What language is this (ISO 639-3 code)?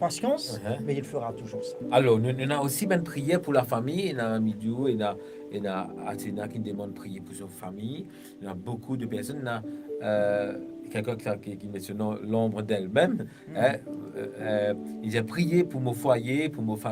mfe